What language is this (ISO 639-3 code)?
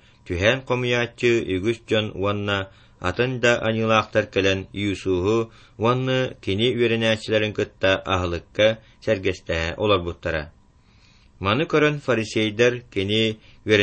sah